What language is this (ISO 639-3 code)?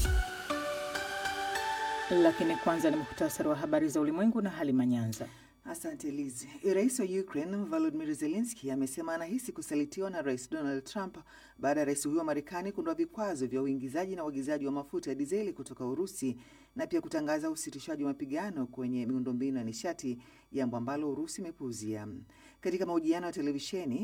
swa